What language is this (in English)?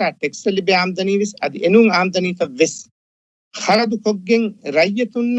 Divehi